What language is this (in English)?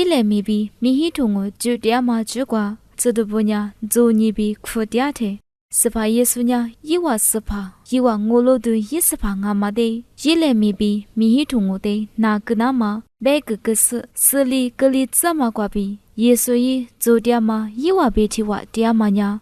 Lisu